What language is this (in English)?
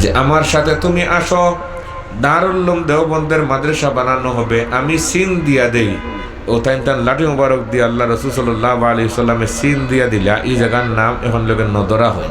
Sylheti